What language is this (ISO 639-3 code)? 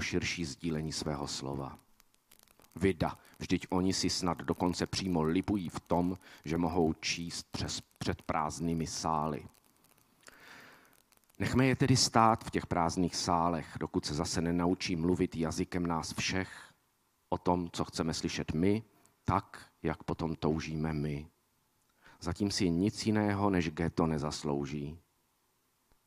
ces